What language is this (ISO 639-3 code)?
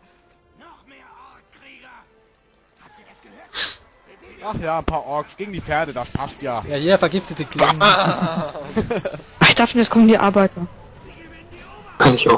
deu